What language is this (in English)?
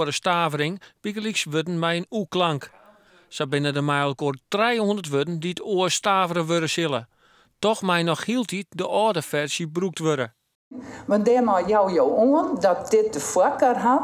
Western Frisian